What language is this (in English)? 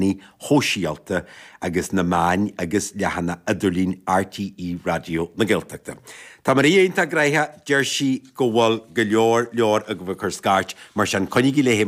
Irish